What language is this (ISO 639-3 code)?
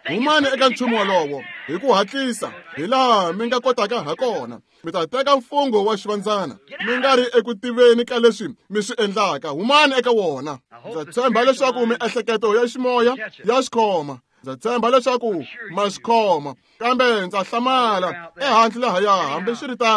tso